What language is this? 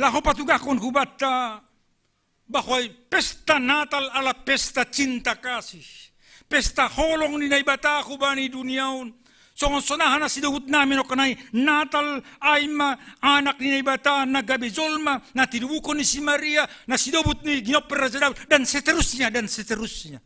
Batak Simalungun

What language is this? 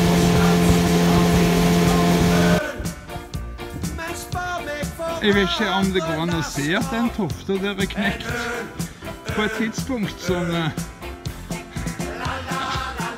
Norwegian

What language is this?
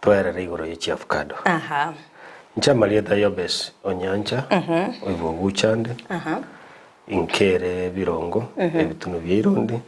Gusii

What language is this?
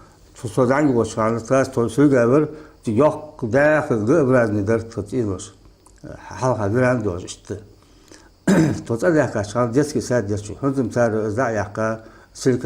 Ingush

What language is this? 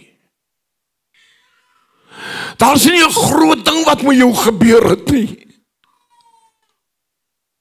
Afrikaans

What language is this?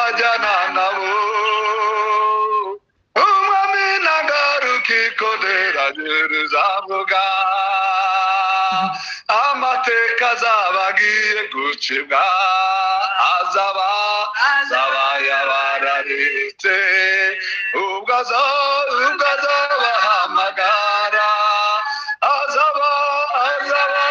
Kinyarwanda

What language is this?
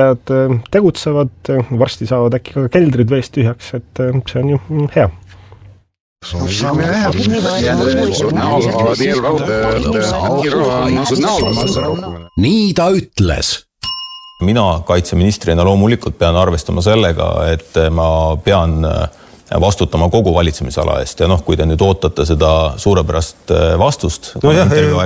Estonian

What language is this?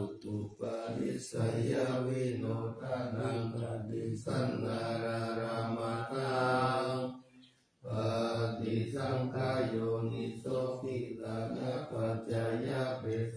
Pali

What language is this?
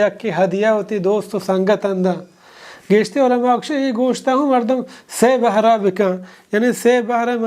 Baluchi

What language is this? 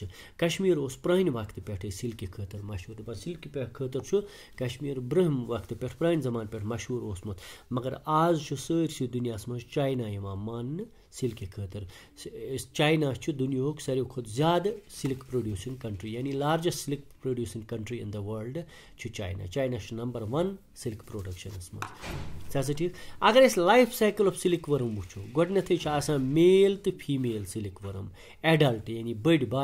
Kashmiri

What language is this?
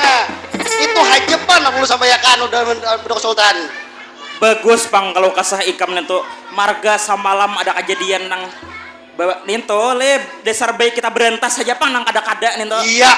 Banjar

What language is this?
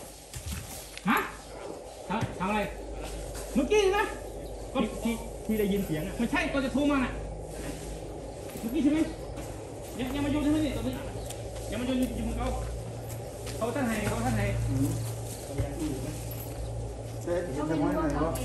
Thai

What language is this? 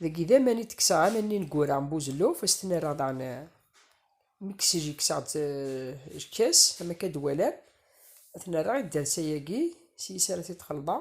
Kabyle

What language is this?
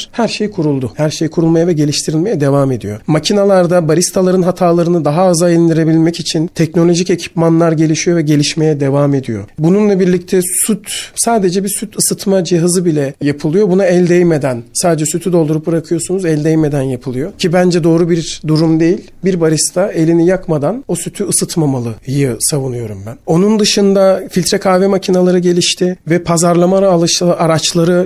Turkish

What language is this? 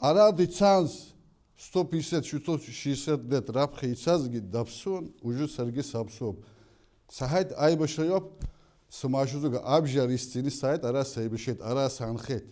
Abkhazian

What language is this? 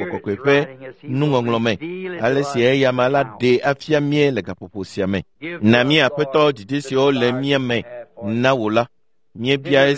Ewe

